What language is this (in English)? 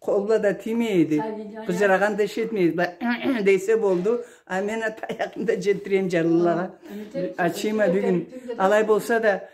Karachay-Balkar